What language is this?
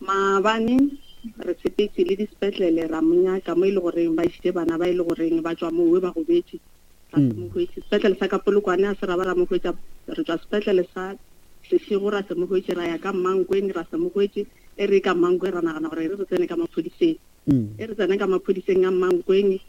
Northern Sotho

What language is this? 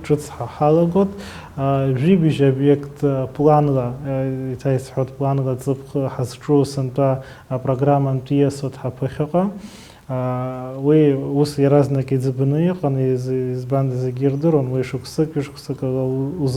Abkhazian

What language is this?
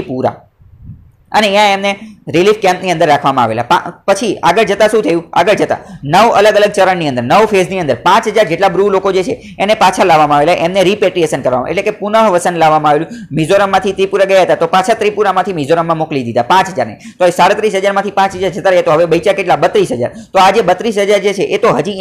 Gujarati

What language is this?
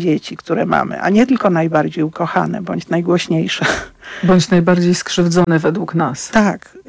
Polish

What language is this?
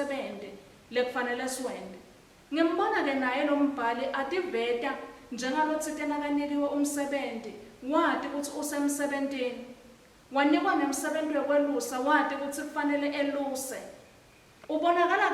Swati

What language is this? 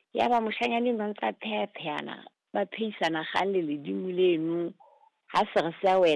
Southern Sotho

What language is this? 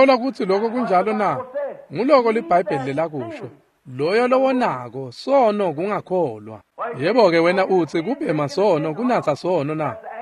Swati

